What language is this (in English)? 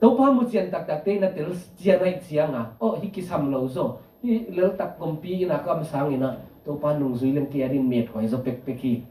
Tedim Chin